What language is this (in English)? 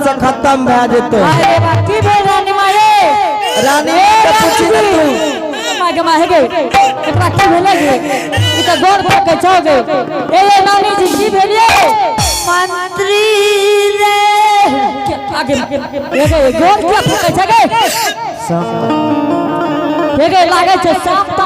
Angika